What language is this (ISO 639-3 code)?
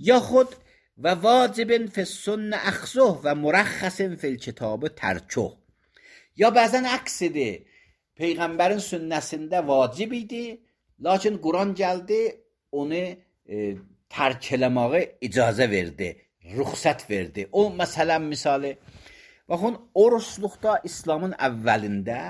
aze